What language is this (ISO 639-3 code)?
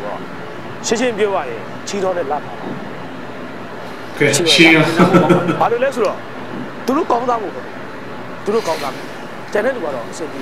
mya